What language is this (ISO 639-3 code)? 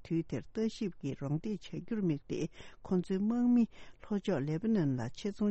bod